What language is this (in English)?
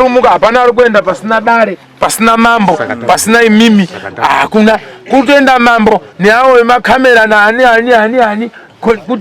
Shona